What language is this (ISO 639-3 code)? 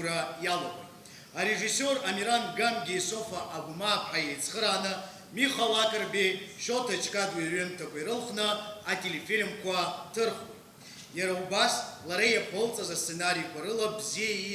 abk